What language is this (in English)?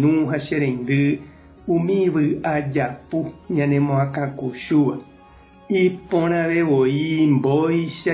Guarani